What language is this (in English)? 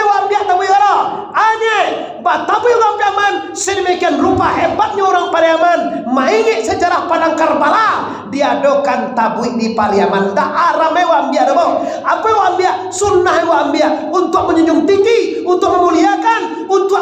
Minangkabau